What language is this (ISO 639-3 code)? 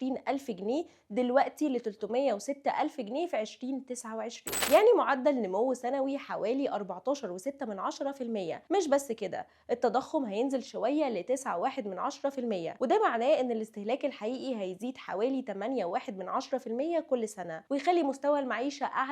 arz